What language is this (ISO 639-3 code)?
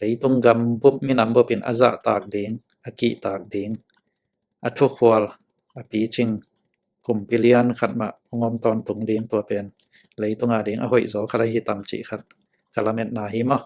ctd